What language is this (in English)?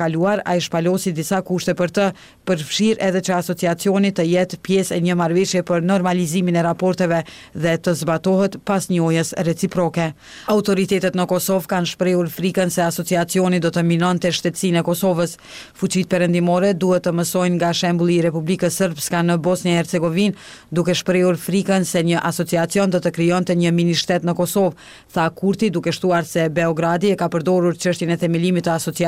Albanian